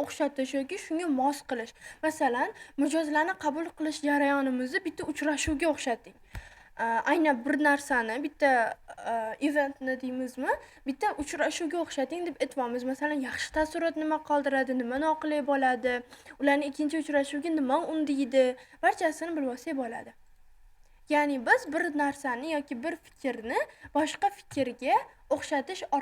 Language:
Uzbek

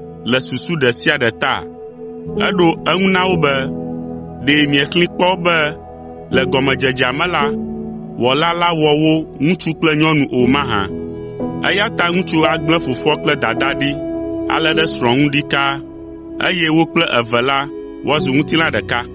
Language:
Ewe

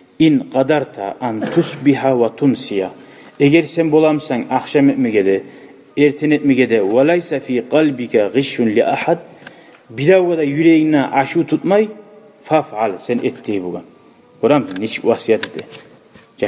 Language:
Kumyk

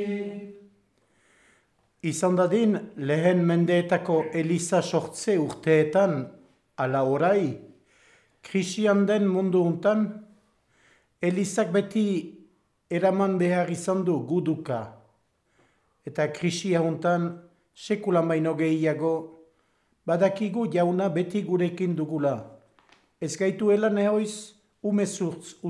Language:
Basque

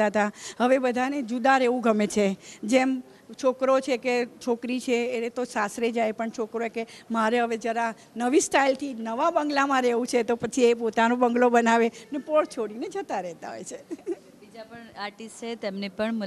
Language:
Gujarati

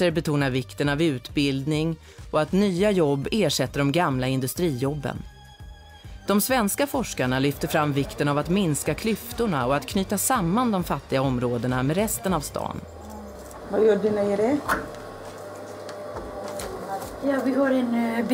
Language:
Swedish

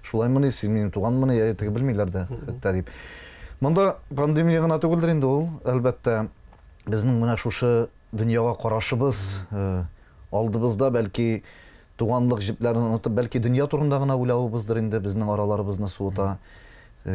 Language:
Tatar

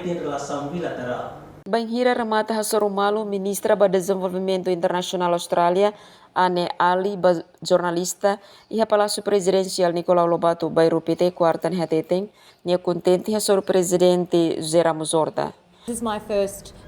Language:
Tetum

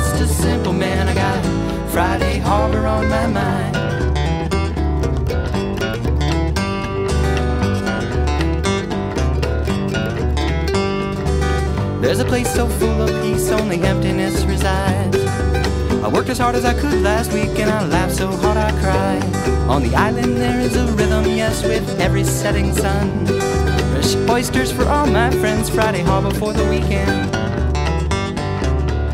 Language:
English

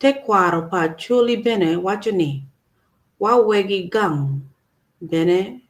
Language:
Acoli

